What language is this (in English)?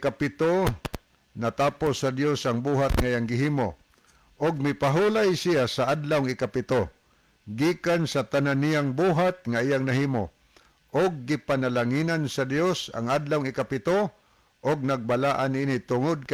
Cebuano